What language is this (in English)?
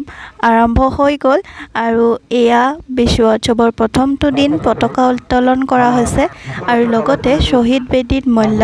Assamese